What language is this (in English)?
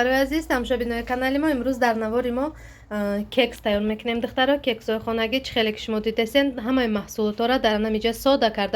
Tajik